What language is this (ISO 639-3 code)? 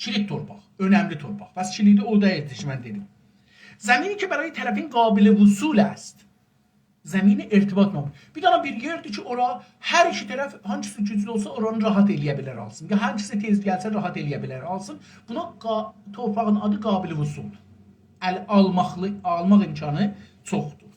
azb